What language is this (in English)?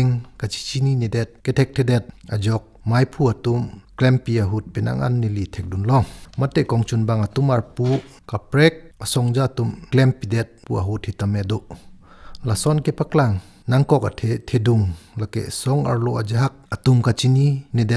Karbi